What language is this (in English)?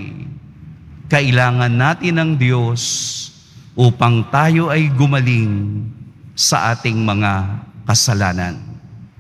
Filipino